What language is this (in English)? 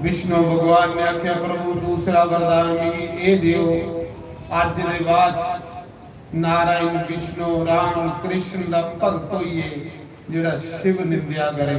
Dogri